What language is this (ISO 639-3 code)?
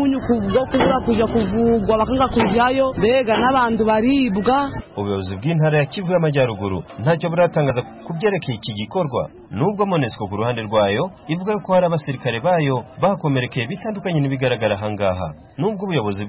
kin